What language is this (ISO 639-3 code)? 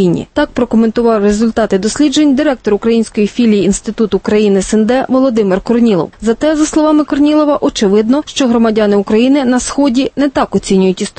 ukr